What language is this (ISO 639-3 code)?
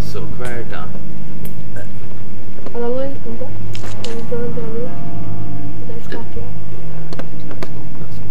fao